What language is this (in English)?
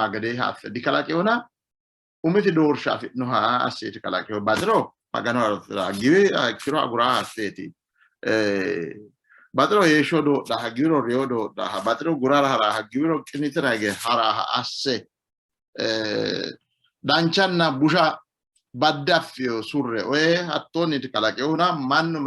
Sidamo